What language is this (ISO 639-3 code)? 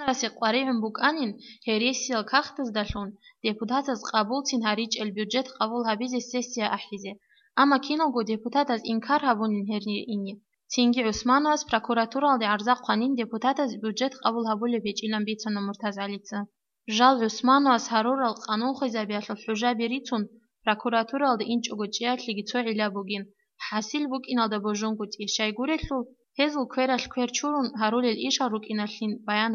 ava